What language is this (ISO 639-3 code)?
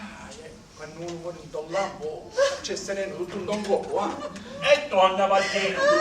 scn